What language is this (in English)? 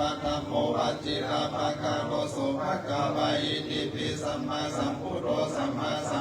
Pali